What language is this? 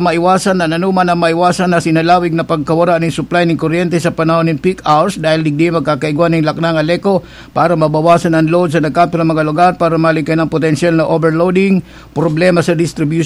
Bikol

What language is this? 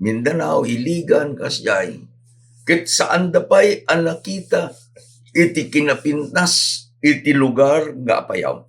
Iloko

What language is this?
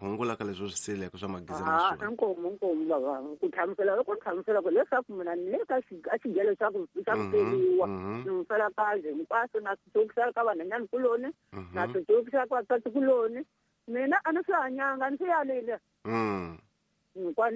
Tsonga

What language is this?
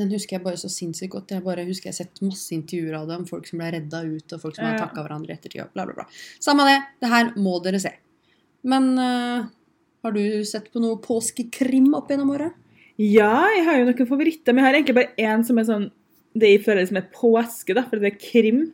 Norwegian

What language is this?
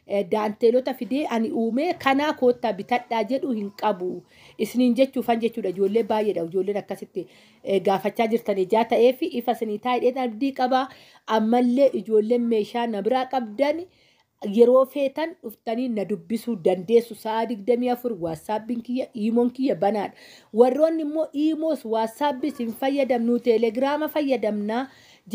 Oromo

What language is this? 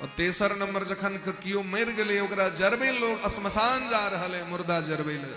Maithili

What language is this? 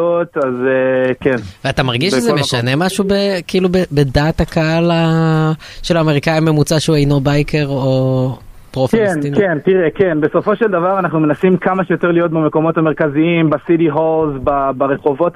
Hebrew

